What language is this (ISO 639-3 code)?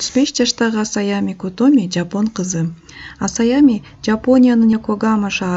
kir